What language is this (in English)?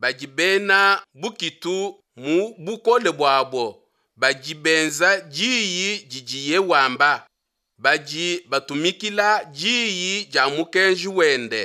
Luba-Lulua